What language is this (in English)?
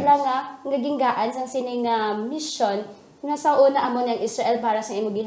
Hiligaynon